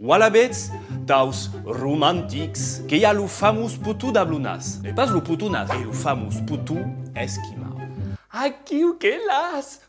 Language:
Occitan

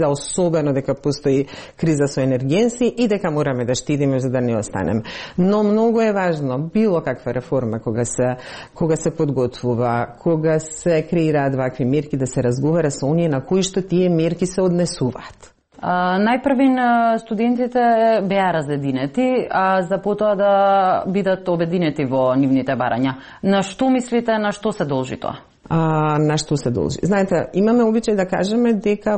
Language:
Macedonian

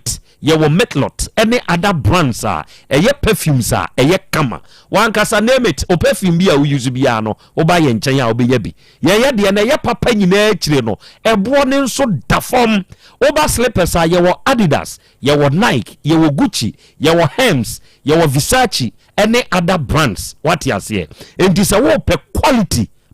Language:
Akan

